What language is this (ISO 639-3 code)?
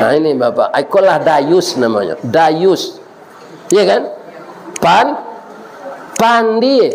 min